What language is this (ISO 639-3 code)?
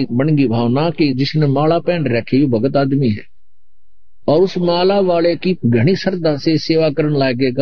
hin